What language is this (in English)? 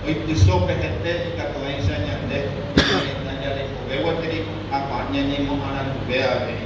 Guarani